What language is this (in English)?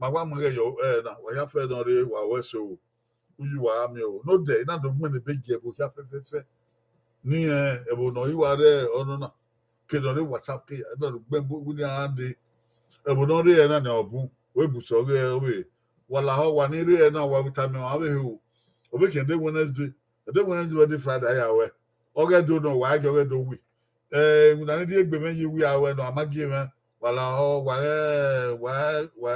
Bini